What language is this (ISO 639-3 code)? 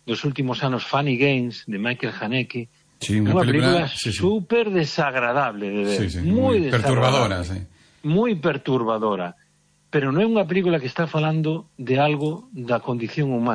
glg